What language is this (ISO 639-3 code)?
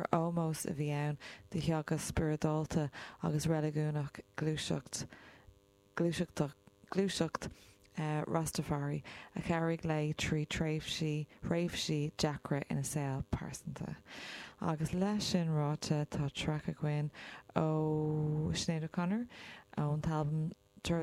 gle